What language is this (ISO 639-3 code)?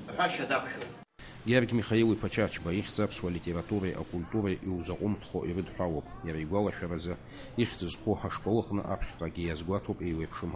abk